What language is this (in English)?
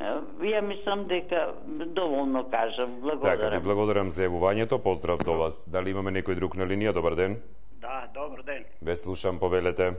Macedonian